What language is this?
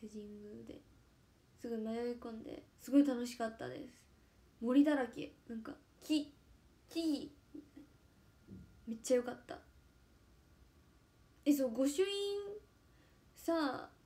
Japanese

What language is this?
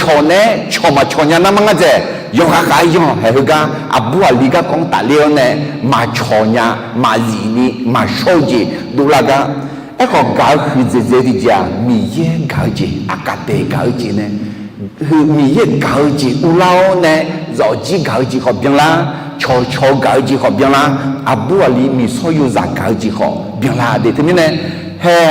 Akha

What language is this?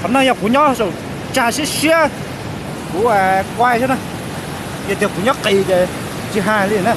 Hmong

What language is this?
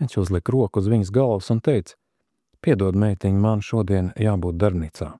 Latvian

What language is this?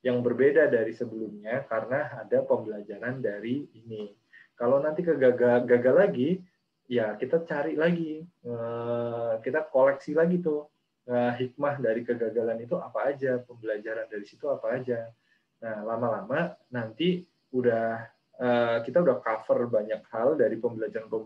Indonesian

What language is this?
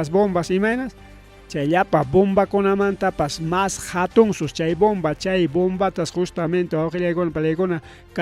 Ayacucho Quechua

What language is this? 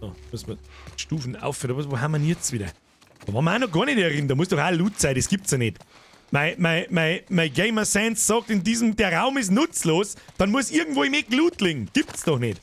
Bavarian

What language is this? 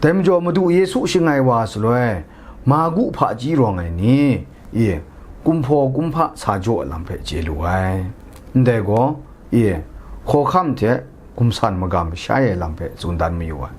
Kachin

